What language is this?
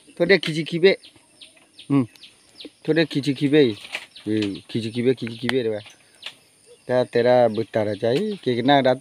S'gaw Karen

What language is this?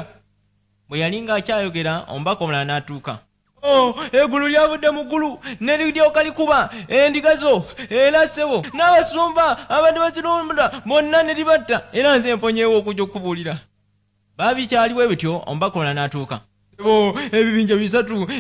Ganda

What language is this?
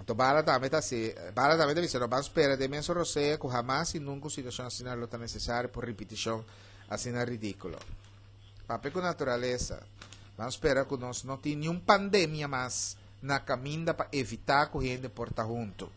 Papiamento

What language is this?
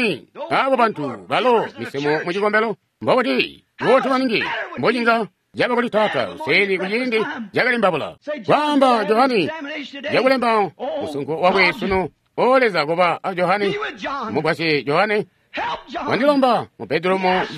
Tonga (Zambia)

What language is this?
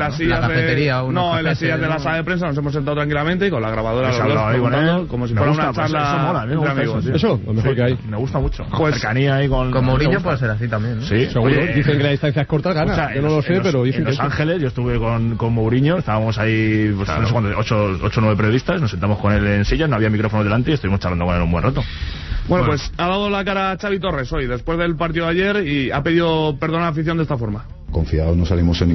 Spanish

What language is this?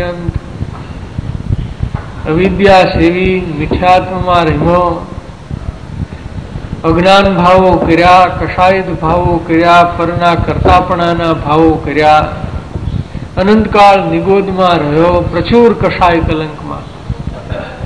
Gujarati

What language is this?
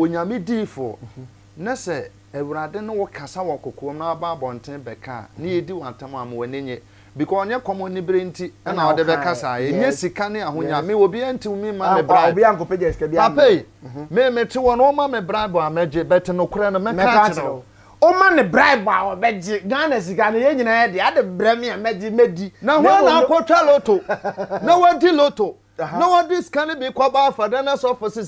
Akan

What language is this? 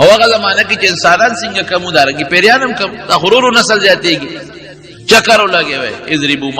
Pashto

